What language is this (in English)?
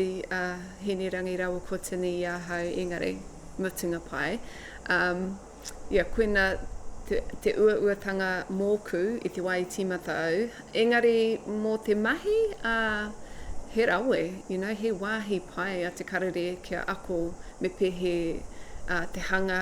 Māori